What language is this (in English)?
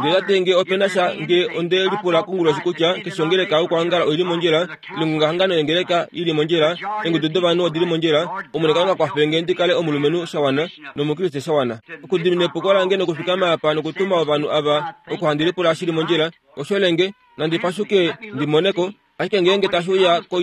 Kuanyama